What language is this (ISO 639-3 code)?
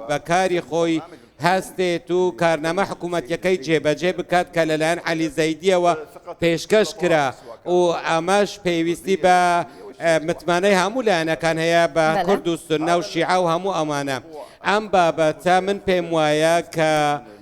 ckb